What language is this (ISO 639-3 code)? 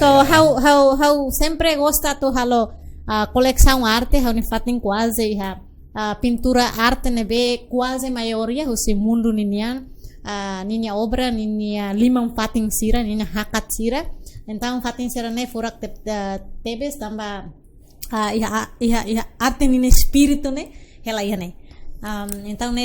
tet